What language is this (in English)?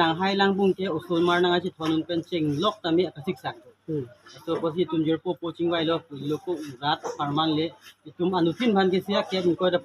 Karbi